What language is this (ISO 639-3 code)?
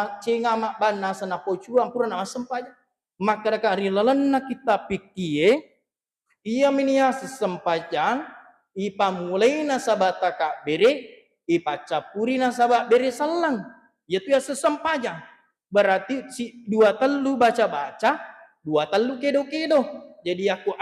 bug